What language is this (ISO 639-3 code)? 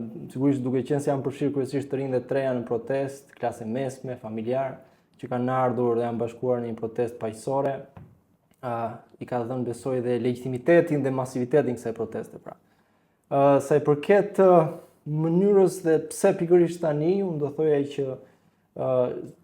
sqi